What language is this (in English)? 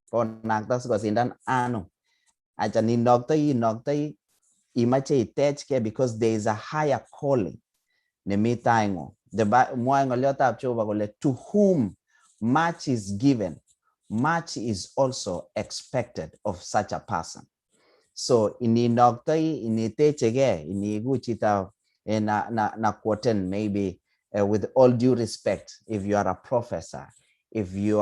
Kalenjin